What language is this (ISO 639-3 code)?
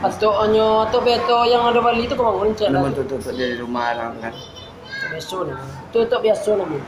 min